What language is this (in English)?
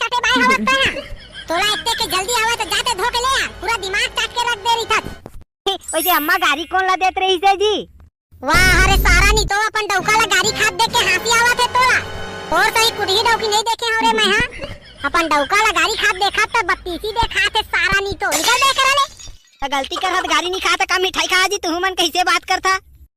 Chhattisgarhi